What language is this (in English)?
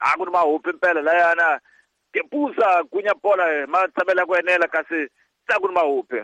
Tsonga